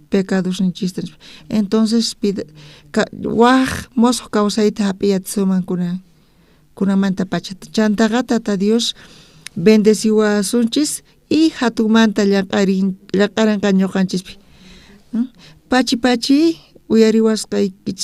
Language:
South Bolivian Quechua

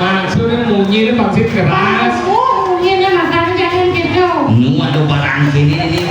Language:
Balinese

